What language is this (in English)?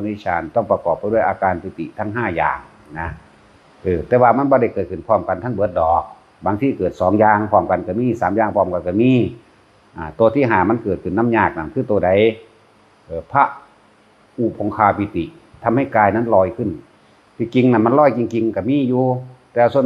Northeastern Thai